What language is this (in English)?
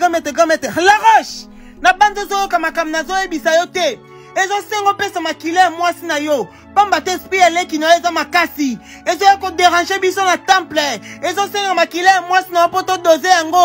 Lingala